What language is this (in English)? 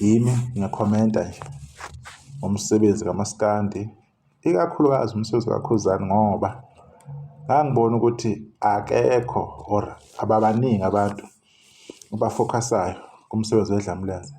Zulu